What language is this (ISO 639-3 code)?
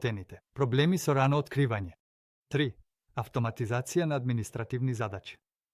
mkd